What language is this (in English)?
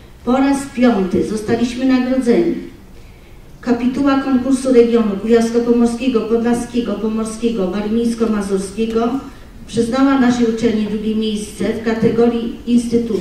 Polish